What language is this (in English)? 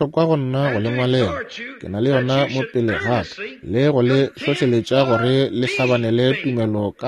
Northern Sotho